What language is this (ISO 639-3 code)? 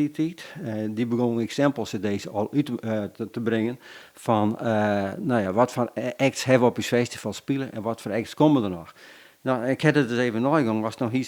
fry